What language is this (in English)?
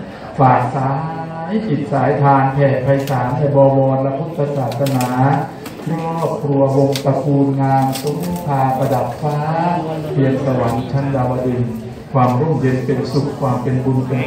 Thai